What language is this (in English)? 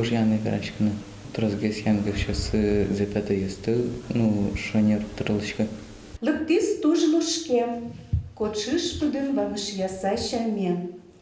Udmurt